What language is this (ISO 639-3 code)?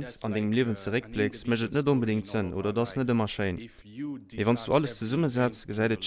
ltz